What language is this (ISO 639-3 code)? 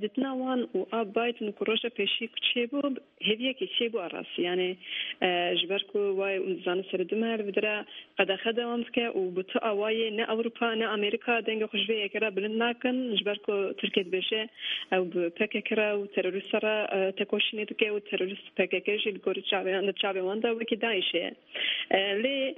kur